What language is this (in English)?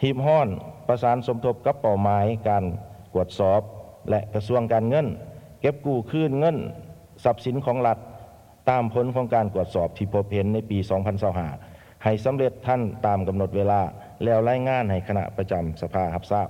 Lao